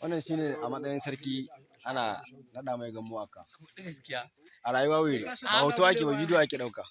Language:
Hausa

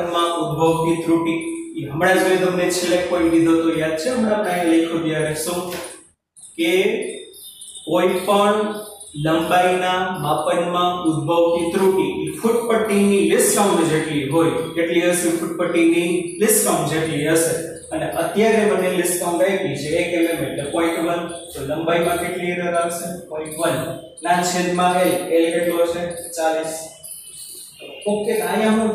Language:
Gujarati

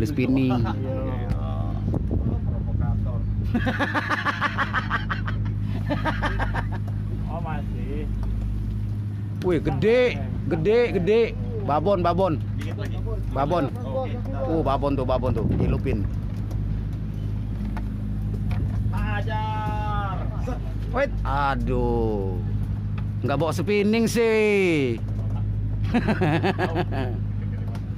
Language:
Indonesian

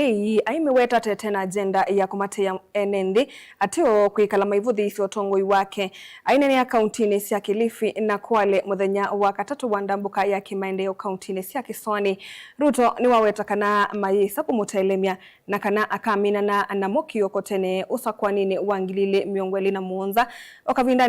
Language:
Kamba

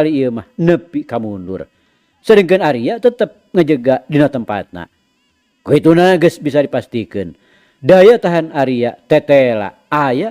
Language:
Sundanese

